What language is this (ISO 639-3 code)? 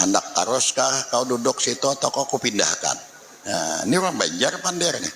bjn